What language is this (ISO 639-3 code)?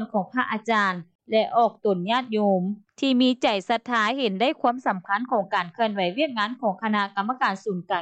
lao